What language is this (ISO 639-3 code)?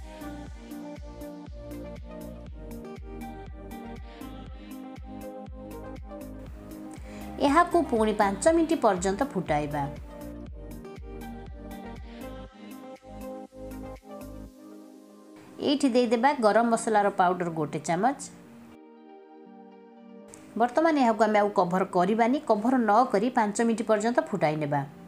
ori